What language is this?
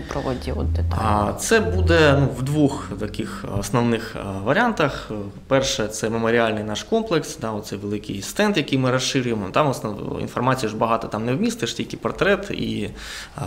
Ukrainian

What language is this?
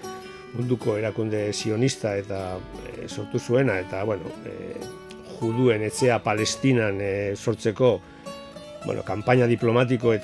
Basque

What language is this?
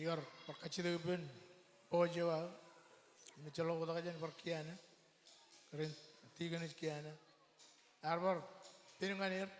Marshallese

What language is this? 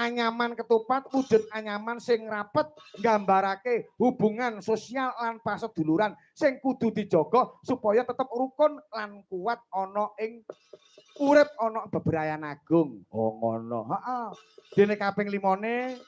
Javanese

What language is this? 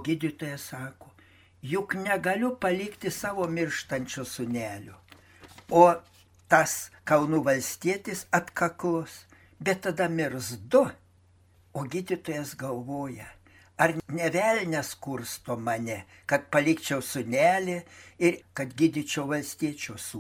Lithuanian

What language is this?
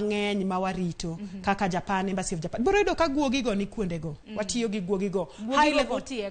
Luo (Kenya and Tanzania)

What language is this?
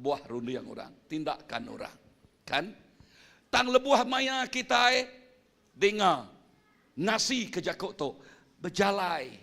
Iban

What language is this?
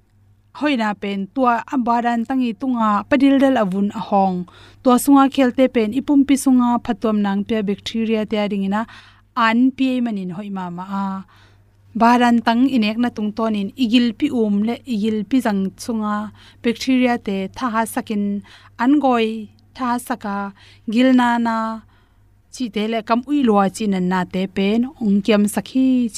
Tedim Chin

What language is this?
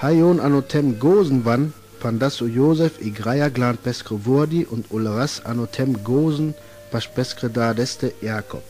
Sinte Romani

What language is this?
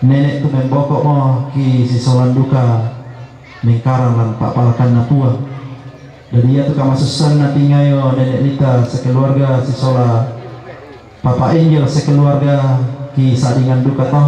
Toraja-Sa'dan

